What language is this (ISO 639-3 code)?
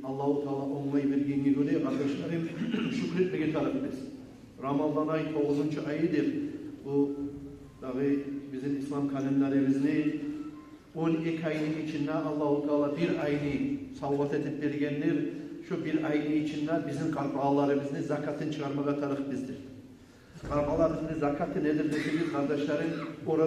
kum